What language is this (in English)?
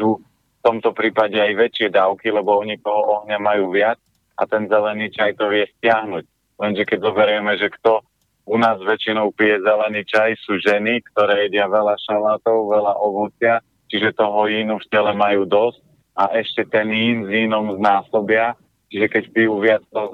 Slovak